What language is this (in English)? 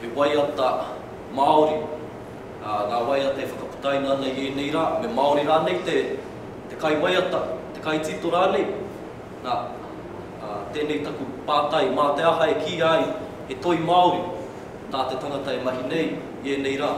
Māori